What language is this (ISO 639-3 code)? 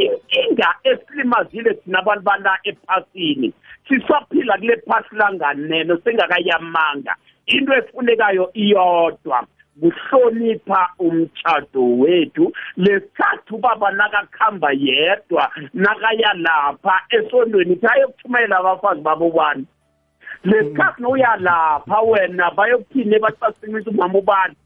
nbl